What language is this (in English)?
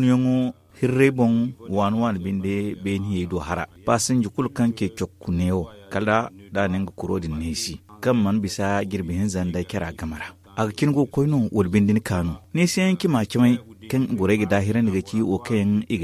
Zarma